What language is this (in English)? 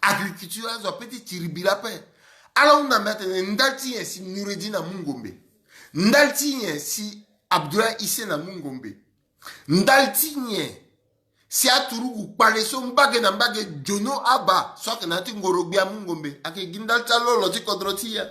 Sango